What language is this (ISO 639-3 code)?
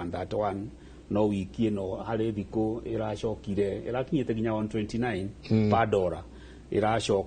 kik